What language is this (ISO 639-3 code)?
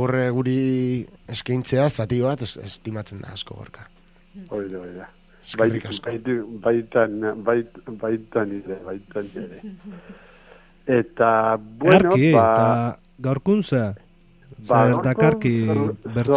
eus